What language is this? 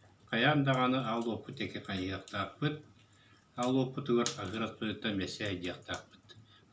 Yakut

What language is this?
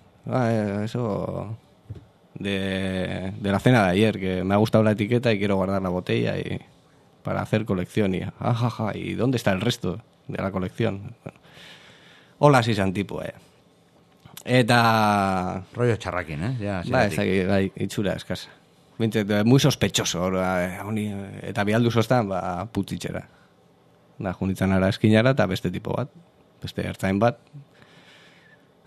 Basque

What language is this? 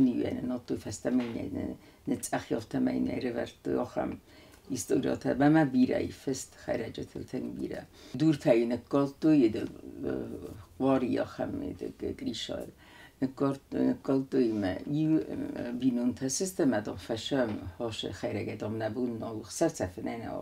Ossetic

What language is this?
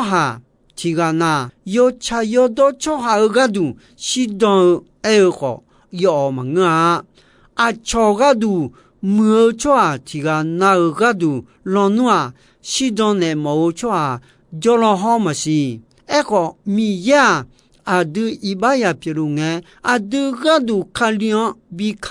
Akha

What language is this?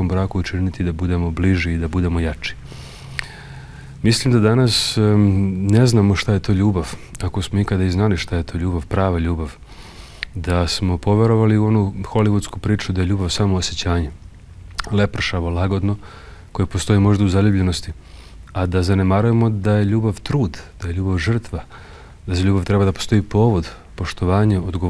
Serbian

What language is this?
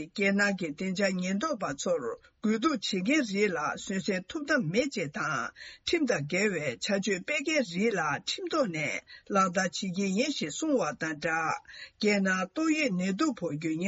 Tibetan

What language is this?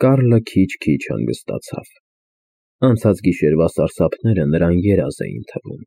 Armenian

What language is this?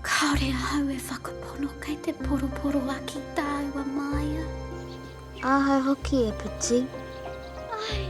Māori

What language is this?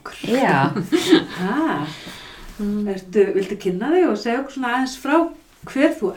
Icelandic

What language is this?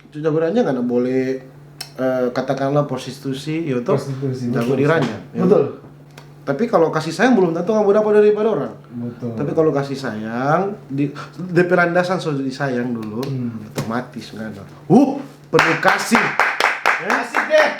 Manado Malay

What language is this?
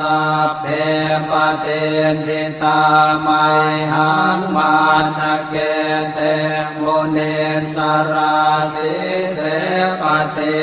Pali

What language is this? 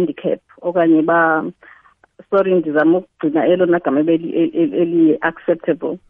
Xhosa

